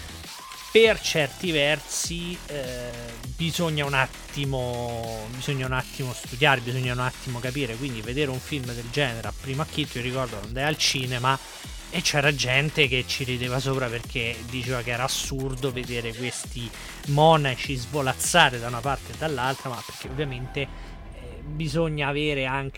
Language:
Italian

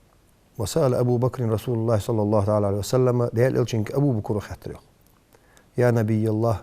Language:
Ingush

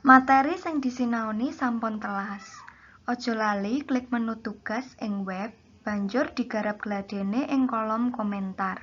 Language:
Javanese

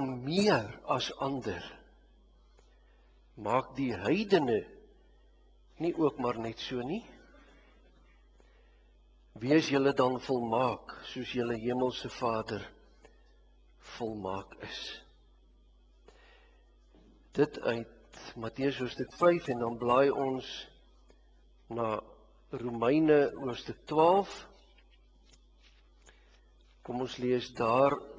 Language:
Afrikaans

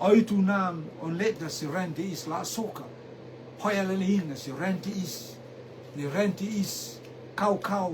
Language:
Rotuman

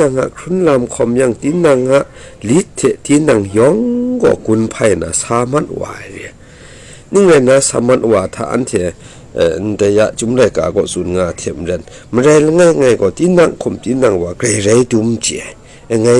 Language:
Kachin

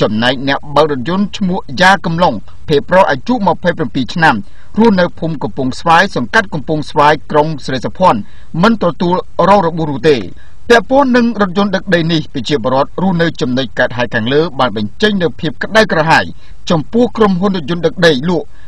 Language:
Khmer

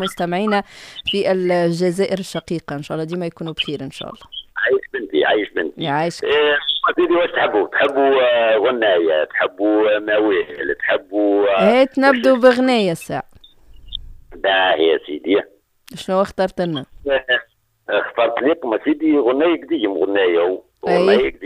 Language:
Tunisian Arabic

